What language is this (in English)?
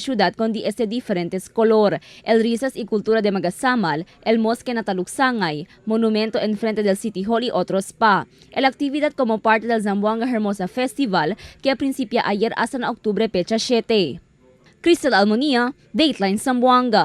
Chavacano